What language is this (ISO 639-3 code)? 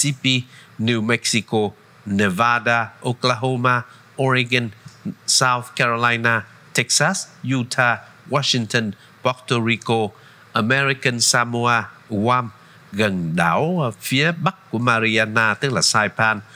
vie